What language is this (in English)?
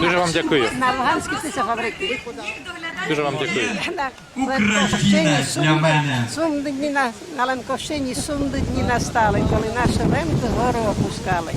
Rusyn